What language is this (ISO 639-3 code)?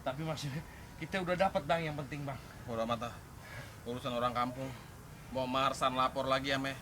bew